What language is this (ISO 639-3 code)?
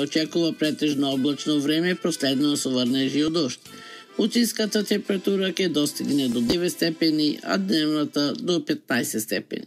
mkd